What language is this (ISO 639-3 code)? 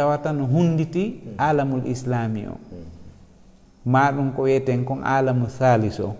ful